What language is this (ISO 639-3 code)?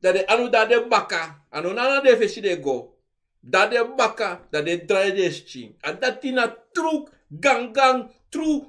srn